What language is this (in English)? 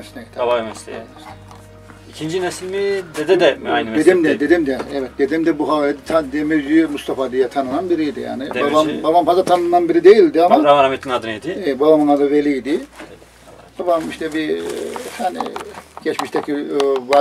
Turkish